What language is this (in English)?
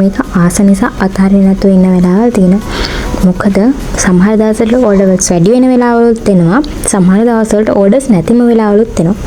Sinhala